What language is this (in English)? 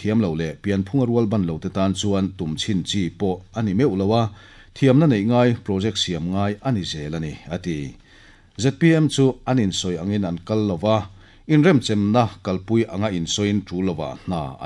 Mizo